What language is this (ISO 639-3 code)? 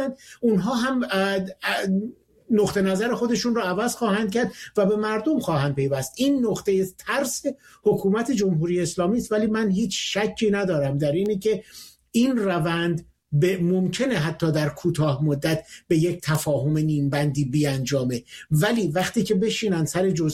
fas